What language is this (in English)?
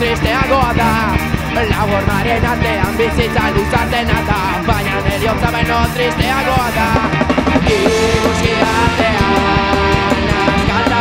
Basque